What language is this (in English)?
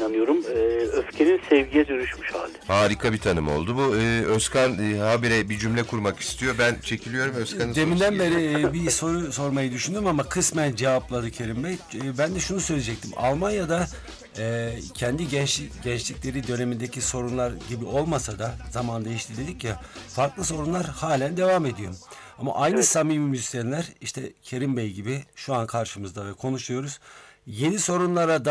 Turkish